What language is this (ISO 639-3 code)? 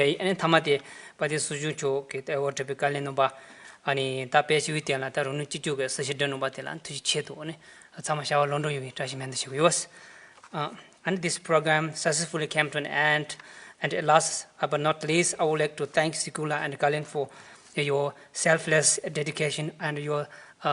bod